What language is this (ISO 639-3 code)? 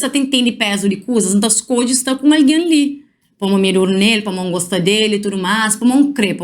kea